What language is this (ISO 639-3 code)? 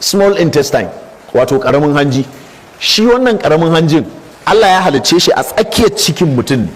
hau